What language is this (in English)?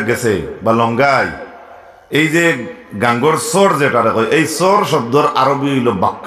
Sylheti